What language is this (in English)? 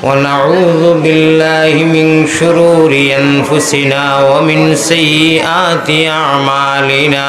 Sylheti